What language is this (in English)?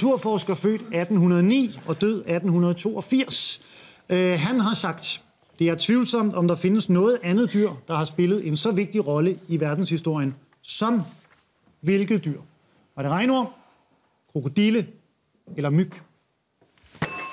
Danish